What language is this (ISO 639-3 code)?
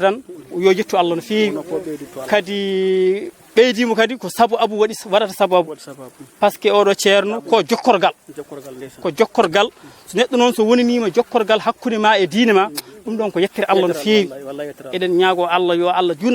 ful